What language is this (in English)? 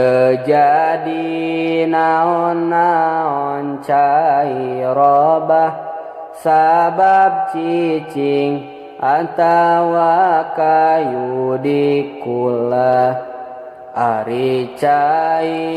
Sundanese